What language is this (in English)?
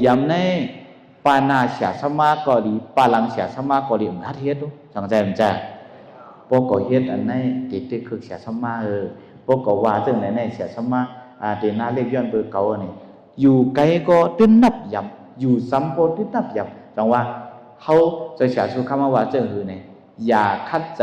Shan